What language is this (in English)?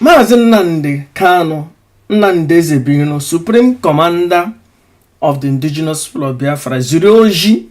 Igbo